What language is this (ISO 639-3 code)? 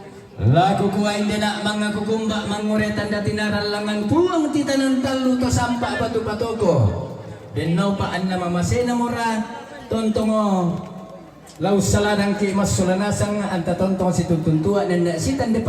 sda